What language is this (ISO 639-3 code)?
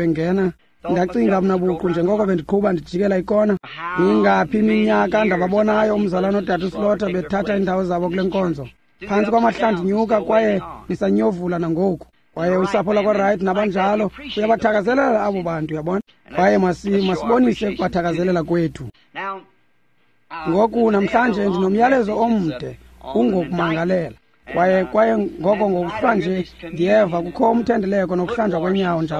xho